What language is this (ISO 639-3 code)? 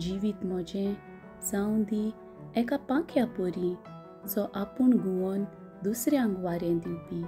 kok